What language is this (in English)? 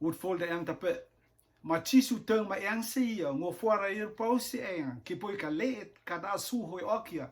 Rotuman